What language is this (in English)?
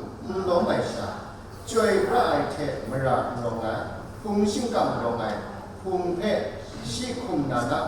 Kachin